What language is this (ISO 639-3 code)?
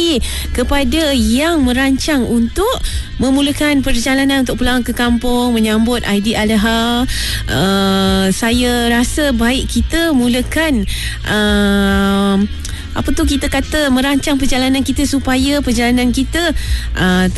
msa